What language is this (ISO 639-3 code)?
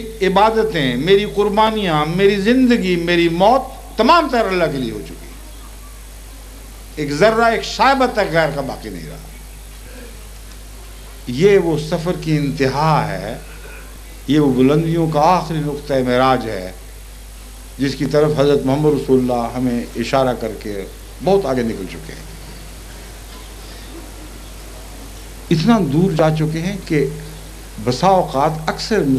urd